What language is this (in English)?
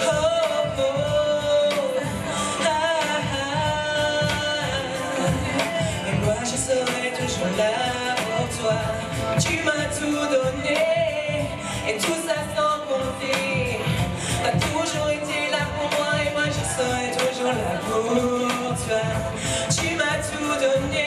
French